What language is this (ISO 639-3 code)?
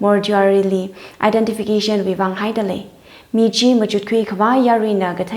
nmf